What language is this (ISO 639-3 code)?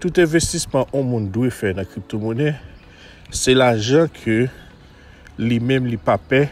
hat